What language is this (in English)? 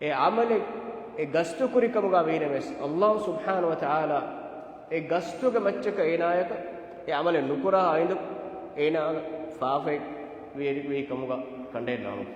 Divehi